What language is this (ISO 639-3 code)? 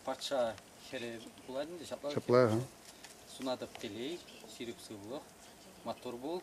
chv